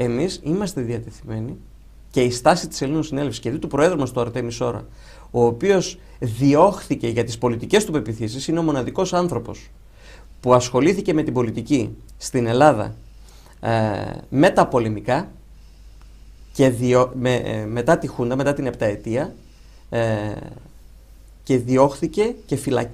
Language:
Greek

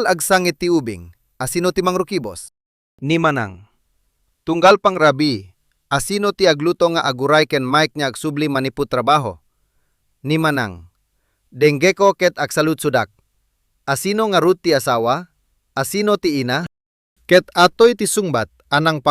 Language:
Iloko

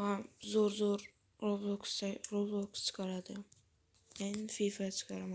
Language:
Uzbek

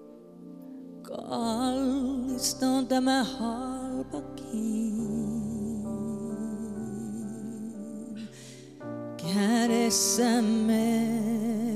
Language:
Finnish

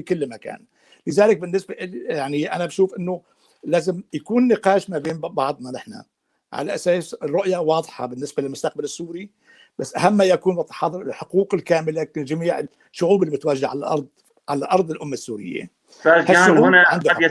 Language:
North Levantine Arabic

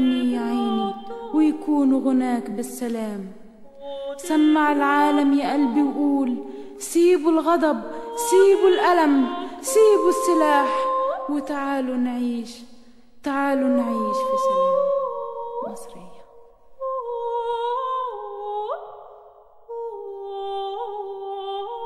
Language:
Egyptian Arabic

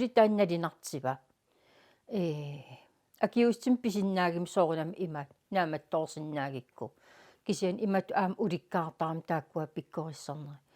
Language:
Kalaallisut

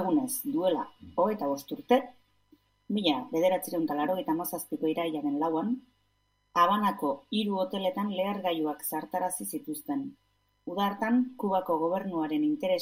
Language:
Basque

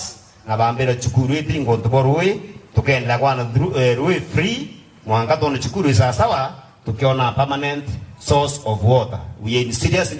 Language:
Meru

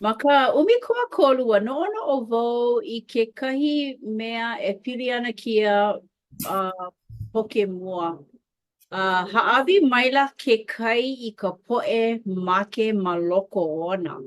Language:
Hawaiian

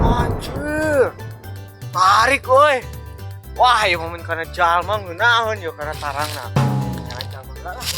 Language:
Sundanese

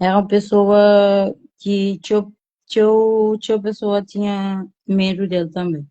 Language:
Kabuverdianu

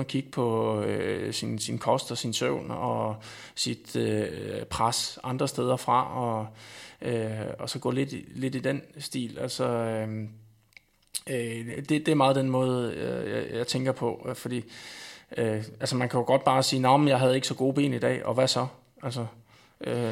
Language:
Danish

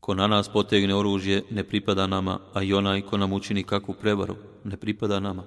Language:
Bosnian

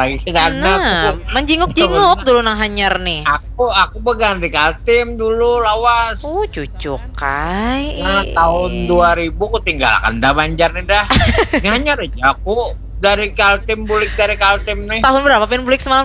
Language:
Banjar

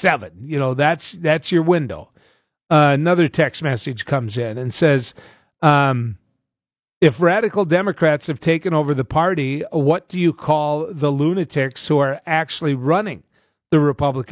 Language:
English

